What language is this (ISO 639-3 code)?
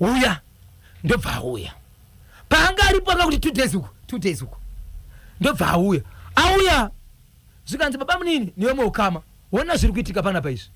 sna